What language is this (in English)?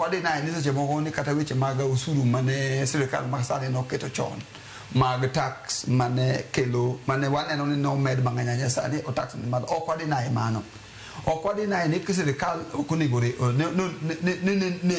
Luo (Kenya and Tanzania)